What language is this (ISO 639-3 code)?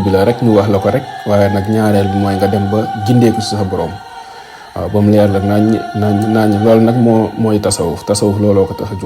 wol